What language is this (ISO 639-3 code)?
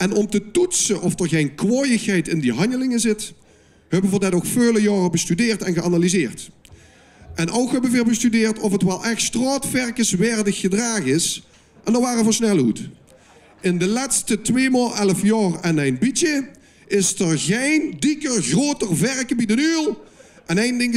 lim